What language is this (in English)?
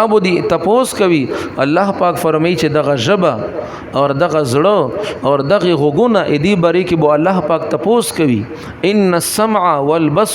Pashto